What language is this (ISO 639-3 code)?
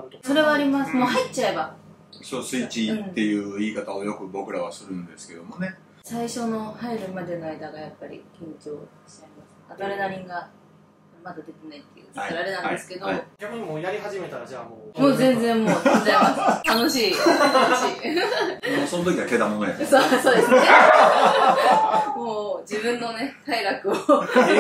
jpn